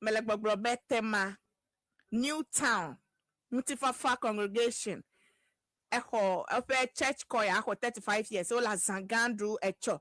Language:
Ewe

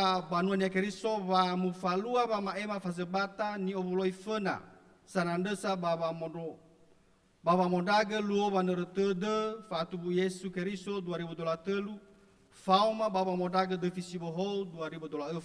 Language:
Nias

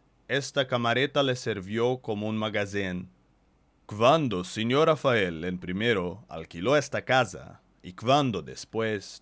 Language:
Ladino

